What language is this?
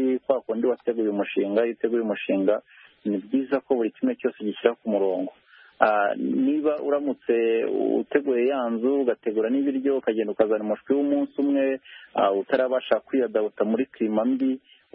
Kinyarwanda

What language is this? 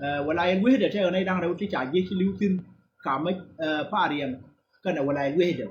Nuer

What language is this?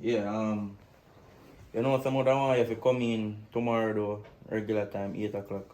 Jamaican Creole English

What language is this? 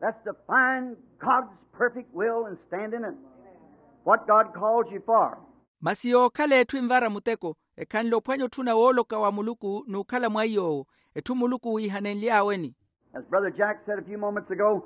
Makhuwa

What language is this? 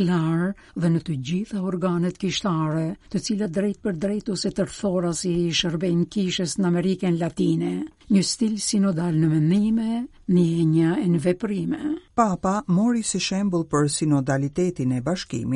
Albanian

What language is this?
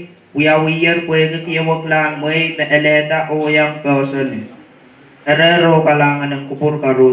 Pohnpeian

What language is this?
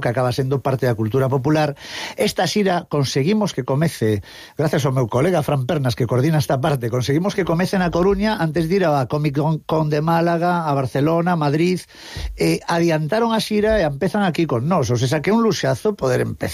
Galician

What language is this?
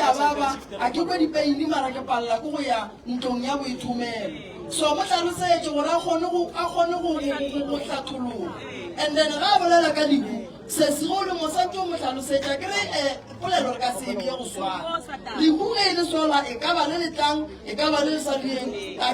Northern Sotho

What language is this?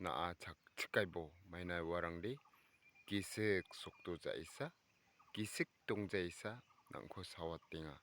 Garo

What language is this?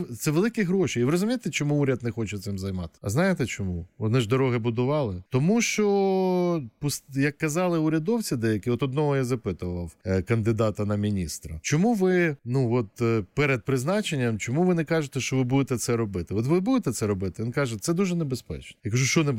Ukrainian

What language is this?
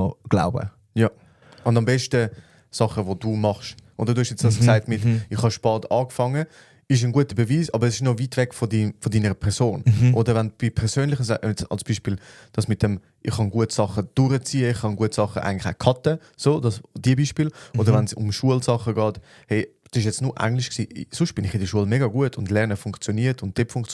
Swiss German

